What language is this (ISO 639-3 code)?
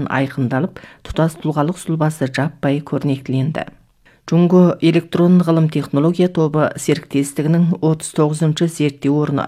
kaz